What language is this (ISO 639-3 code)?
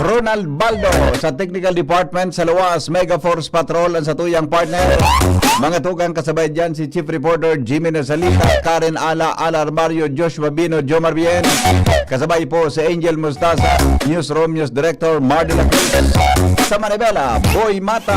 bik